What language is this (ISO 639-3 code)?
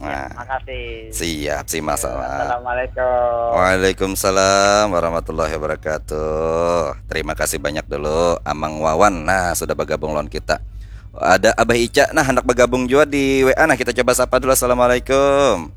bjn